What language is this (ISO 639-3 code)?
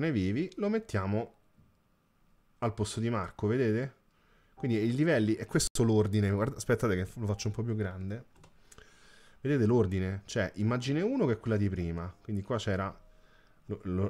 ita